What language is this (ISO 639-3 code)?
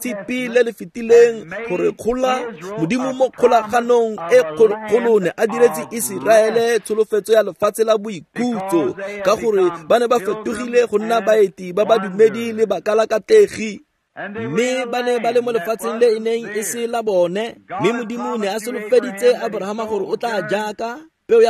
tsn